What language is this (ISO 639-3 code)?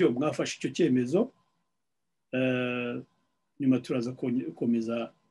kin